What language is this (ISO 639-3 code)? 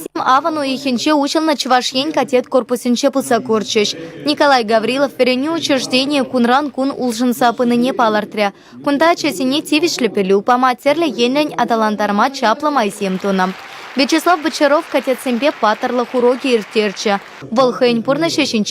chv